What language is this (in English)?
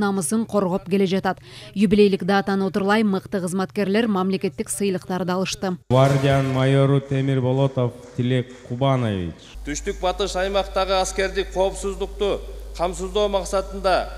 Kyrgyz